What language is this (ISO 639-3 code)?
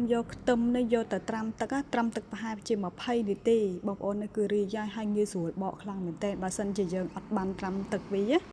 khm